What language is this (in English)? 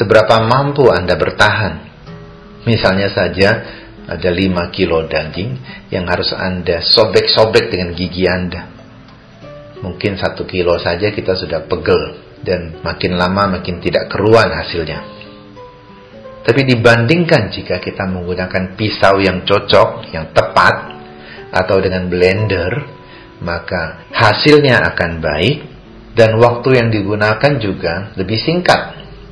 Indonesian